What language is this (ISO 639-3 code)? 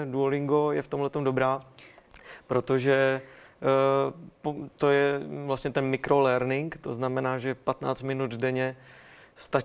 ces